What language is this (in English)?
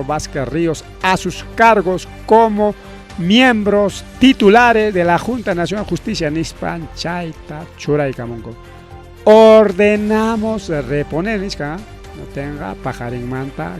Ayacucho Quechua